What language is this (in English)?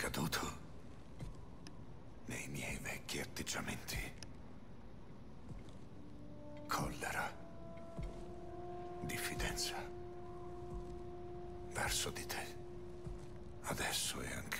Italian